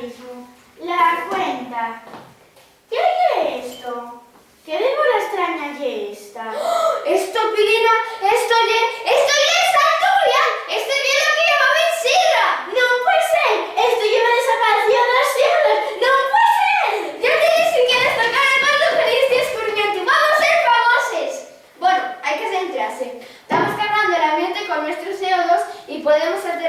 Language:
Asturian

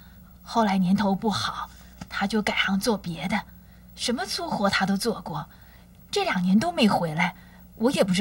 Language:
Chinese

